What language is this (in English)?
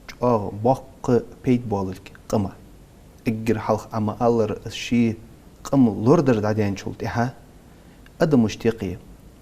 Ingush